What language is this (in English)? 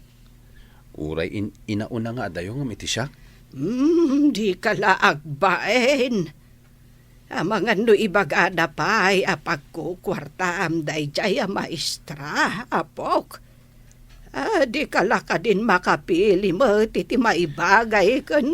Iloko